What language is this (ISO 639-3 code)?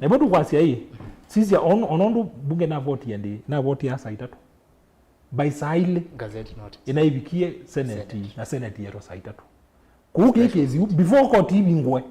kam